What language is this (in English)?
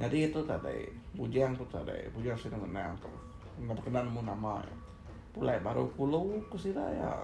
Iban